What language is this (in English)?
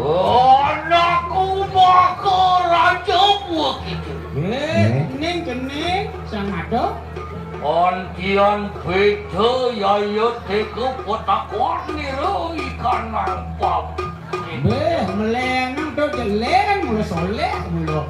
Balinese